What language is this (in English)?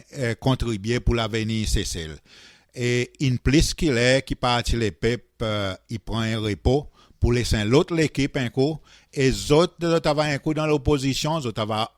Seselwa Creole French